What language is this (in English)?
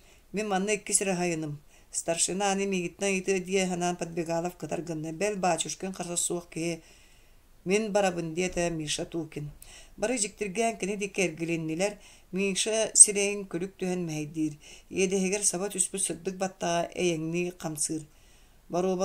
Yakut